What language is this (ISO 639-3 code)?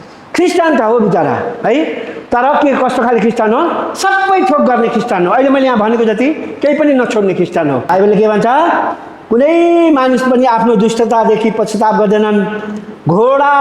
nep